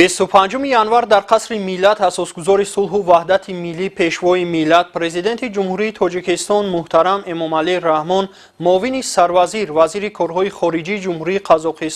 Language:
Tajik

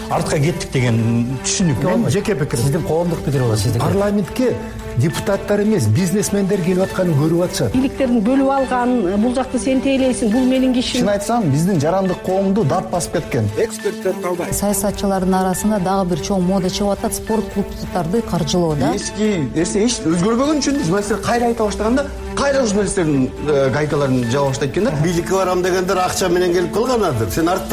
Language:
Kyrgyz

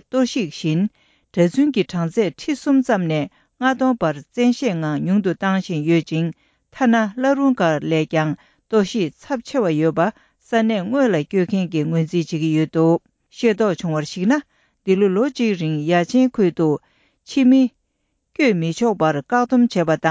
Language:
Tibetan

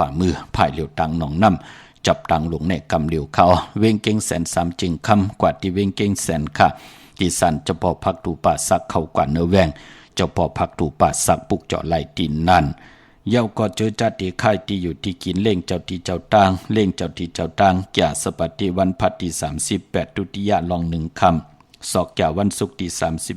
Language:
Shan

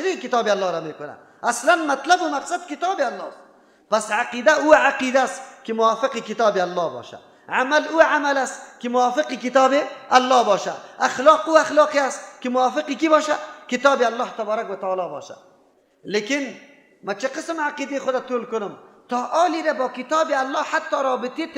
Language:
Persian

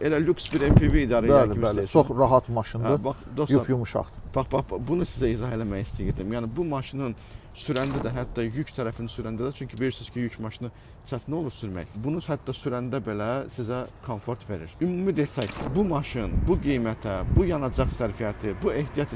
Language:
Azerbaijani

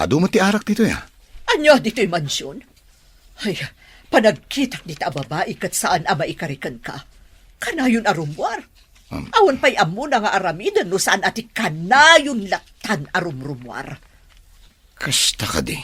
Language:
Iloko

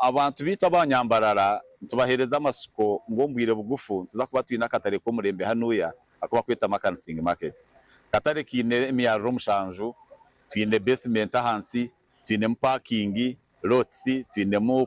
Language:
Nyankole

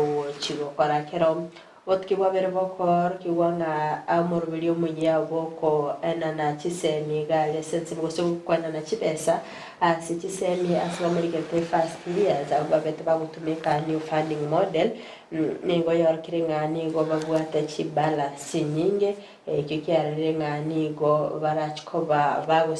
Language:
Gusii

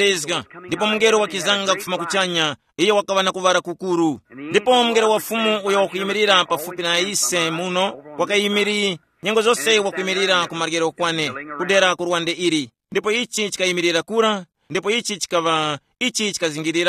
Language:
Tumbuka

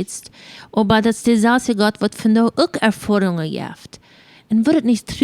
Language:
Plautdietsch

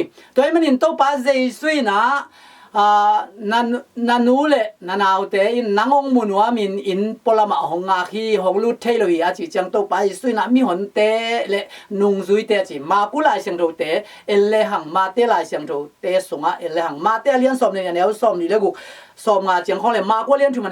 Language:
Tedim Chin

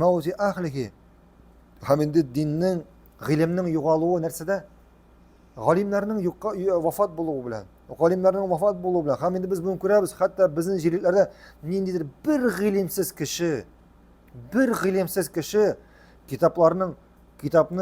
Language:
Tatar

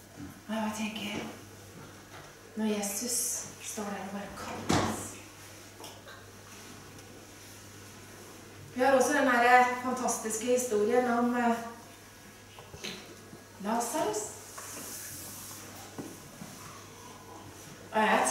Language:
Norwegian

